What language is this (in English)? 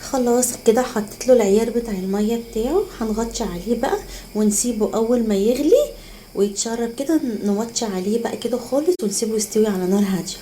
Egyptian Arabic